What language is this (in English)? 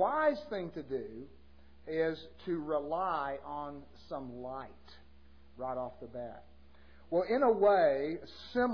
English